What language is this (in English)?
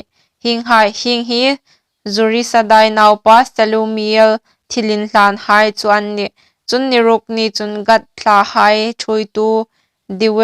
Hmar